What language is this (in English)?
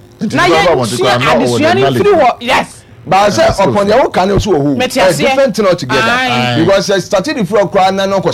Akan